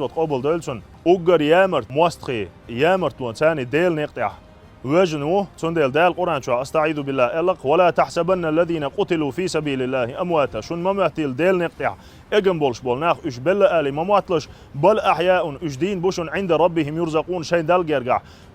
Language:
Chechen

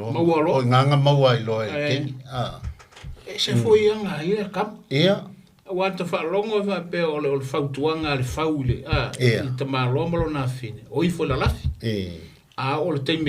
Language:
Samoan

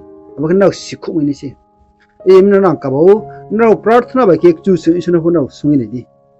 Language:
Riang (India)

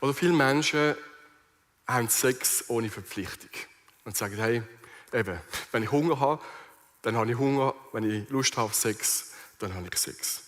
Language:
Swiss German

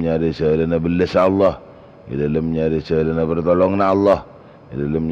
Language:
Madurese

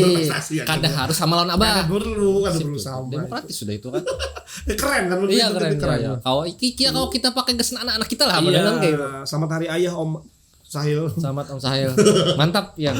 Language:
Banjar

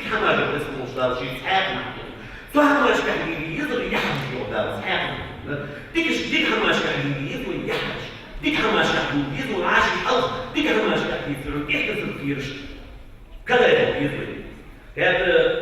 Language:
Ingush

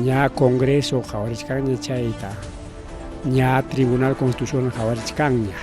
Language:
Ayacucho Quechua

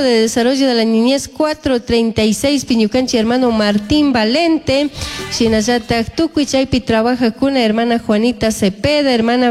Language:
Chimborazo Highland Quichua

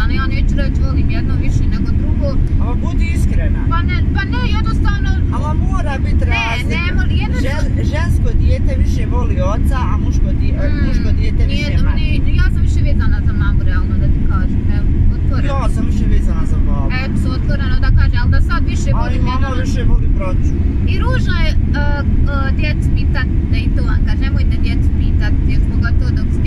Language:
Bosnian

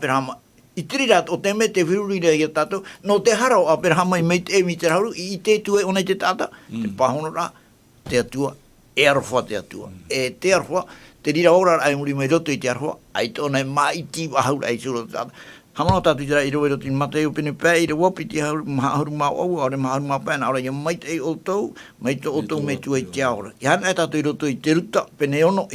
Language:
Tahitian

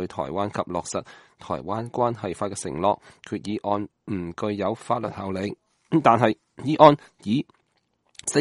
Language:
Cantonese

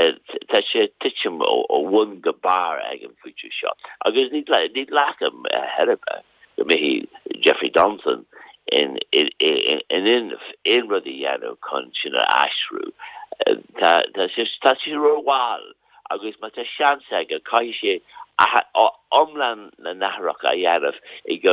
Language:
Irish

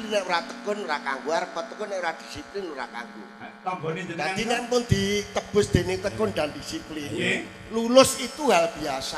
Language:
Javanese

